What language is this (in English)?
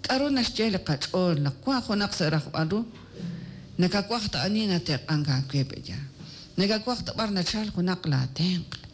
Kekchí